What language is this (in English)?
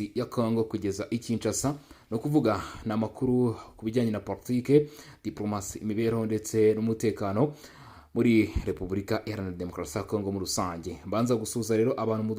Kinyarwanda